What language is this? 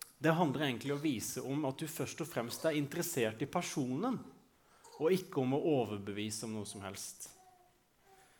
Norwegian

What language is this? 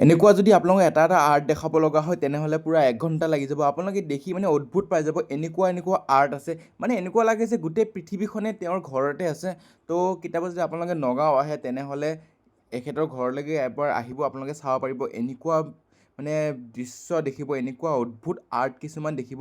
Assamese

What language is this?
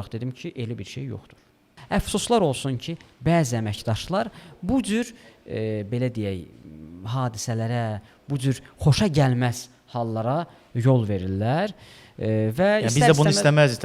Azerbaijani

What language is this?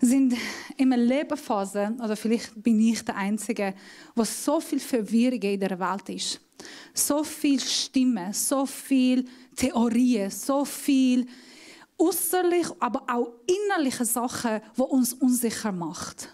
Swiss German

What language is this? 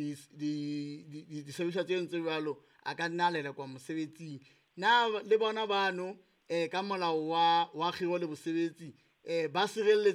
Southern Sotho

